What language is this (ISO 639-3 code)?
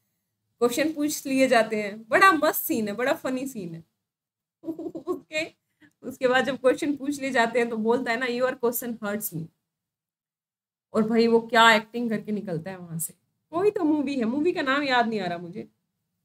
hin